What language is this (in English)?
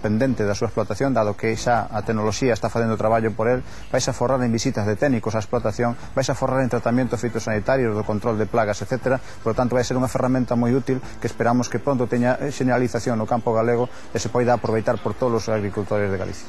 Galician